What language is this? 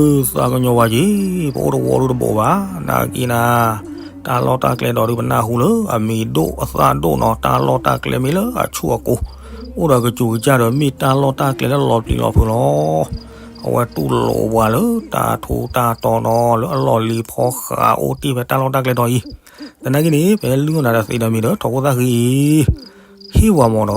S'gaw Karen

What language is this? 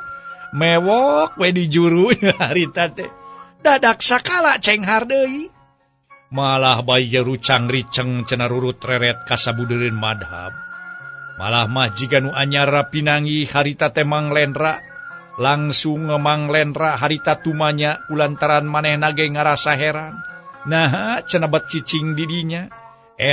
Sundanese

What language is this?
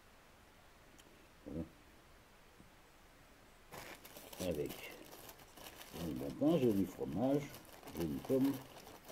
French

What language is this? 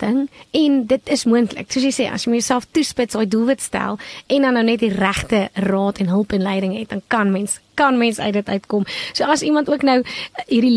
Afrikaans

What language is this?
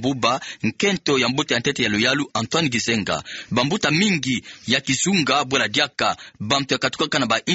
Kituba (Democratic Republic of Congo)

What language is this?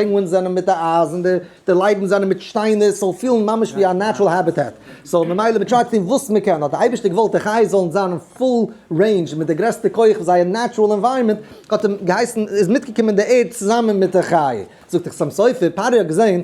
Yiddish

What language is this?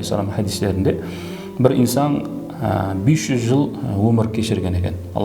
Kara-Kalpak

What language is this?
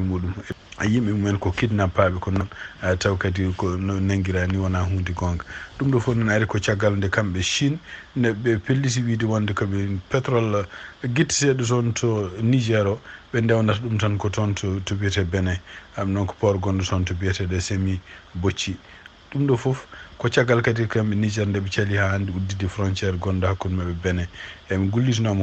Fula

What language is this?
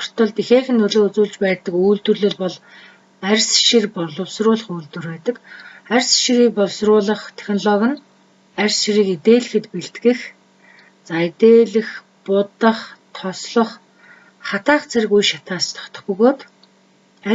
Mongolian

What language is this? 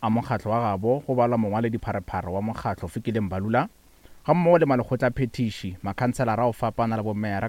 Northern Sotho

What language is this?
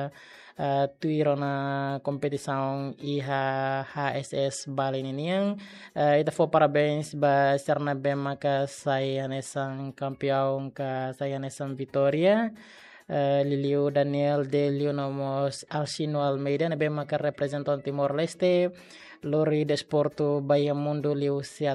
Tetum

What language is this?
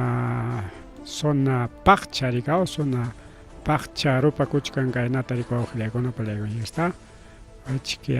Ayacucho Quechua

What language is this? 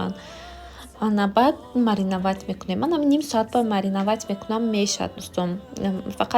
Tajik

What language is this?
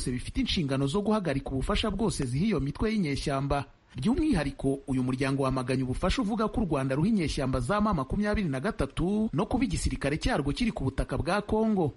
Kinyarwanda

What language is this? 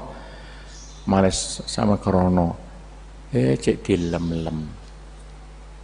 Javanese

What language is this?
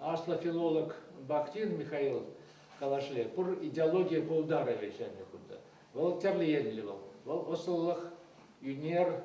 Chuvash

